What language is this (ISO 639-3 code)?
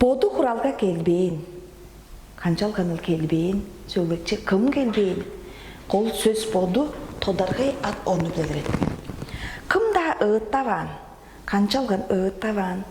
tyv